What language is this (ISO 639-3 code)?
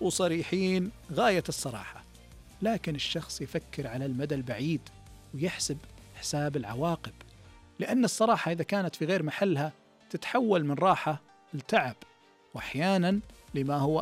ars